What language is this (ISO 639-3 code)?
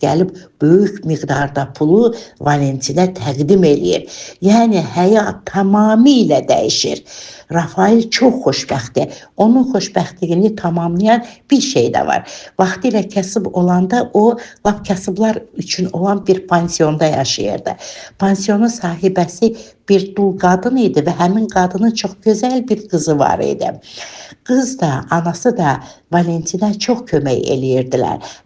aze